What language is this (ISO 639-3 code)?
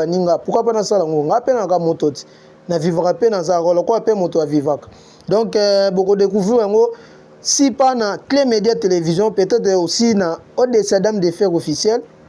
lin